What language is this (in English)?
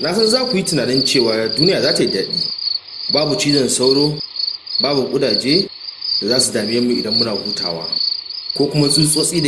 Hausa